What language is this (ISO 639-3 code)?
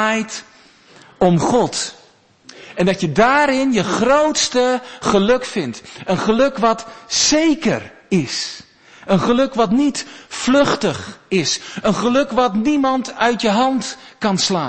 nld